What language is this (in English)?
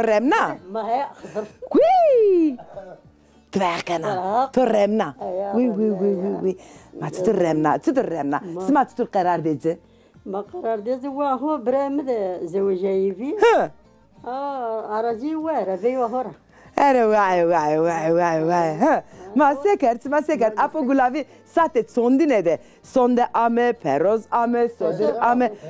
Zaza